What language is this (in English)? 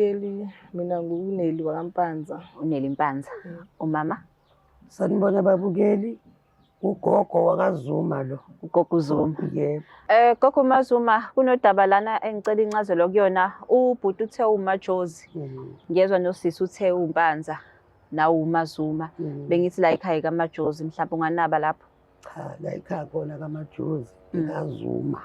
Zulu